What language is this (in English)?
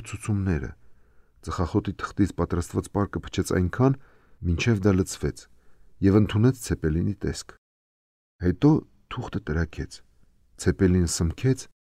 Armenian